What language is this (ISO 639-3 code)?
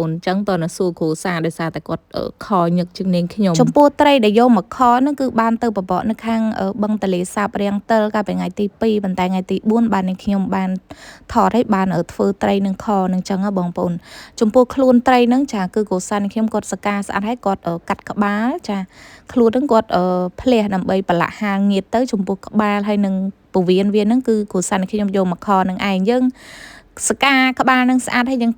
khm